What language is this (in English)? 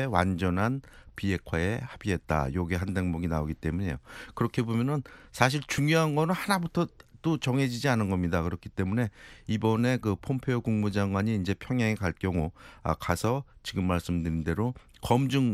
Korean